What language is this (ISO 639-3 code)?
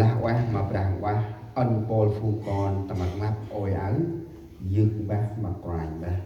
cmo